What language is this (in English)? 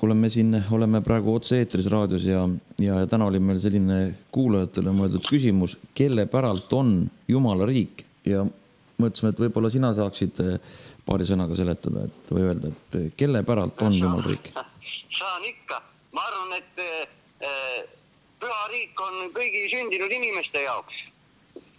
Estonian